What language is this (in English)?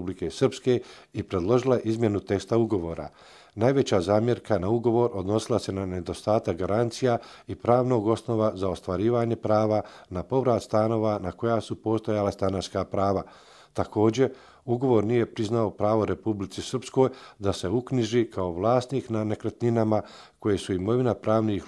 Croatian